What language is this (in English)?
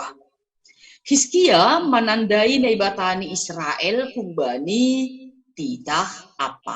Batak Simalungun